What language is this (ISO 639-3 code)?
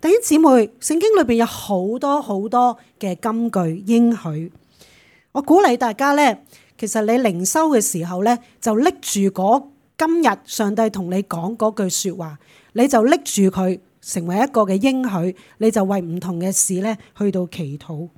yue